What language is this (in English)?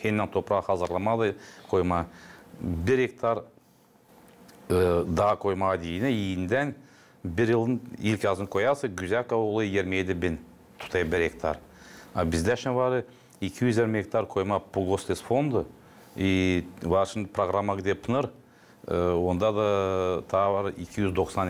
Gagauz